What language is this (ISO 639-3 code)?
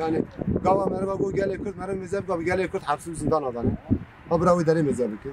kur